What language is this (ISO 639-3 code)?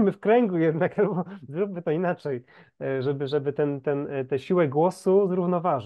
pol